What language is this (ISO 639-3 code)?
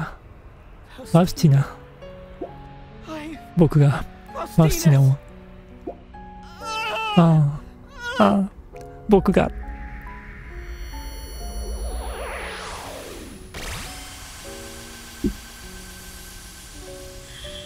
jpn